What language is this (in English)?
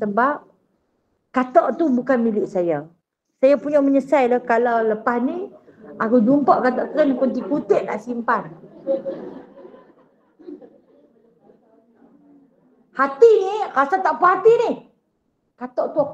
Malay